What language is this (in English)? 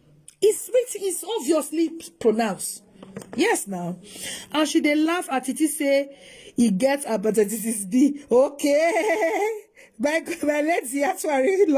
Nigerian Pidgin